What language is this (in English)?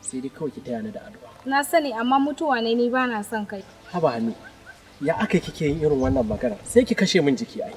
Hausa